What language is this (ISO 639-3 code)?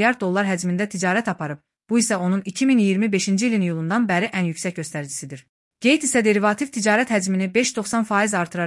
aze